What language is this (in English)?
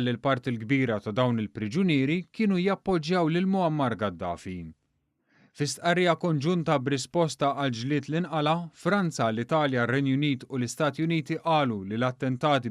Maltese